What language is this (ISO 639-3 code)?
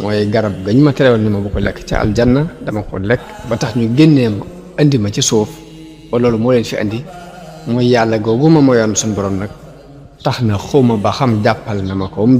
wol